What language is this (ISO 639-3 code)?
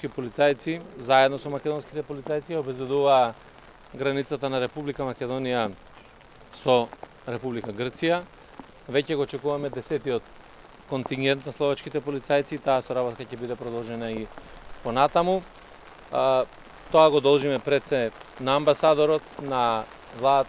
mkd